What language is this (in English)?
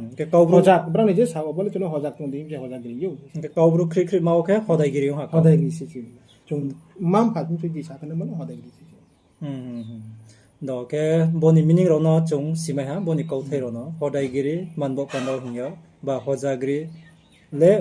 Riang (India)